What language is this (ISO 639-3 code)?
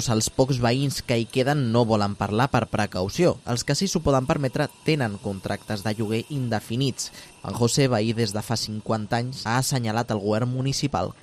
cat